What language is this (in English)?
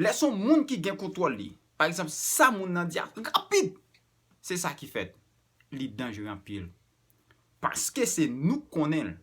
Haitian Creole